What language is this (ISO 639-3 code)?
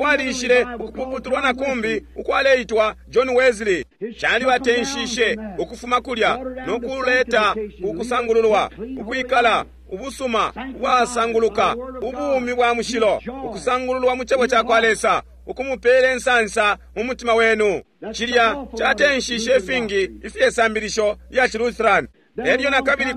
bem